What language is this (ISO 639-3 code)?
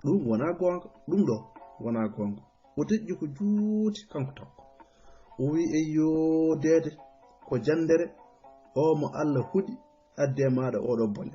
ful